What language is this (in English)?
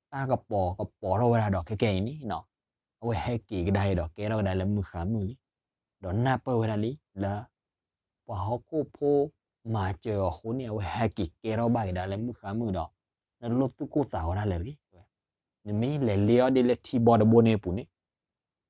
S'gaw Karen